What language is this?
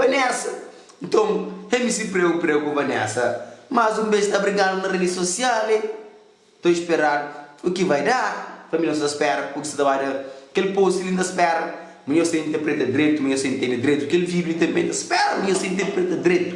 Kabuverdianu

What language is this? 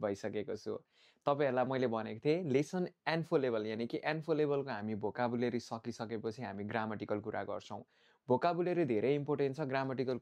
Nepali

